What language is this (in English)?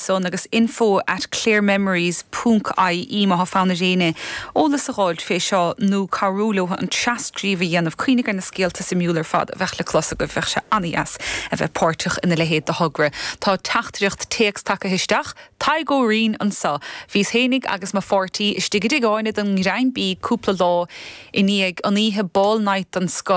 Irish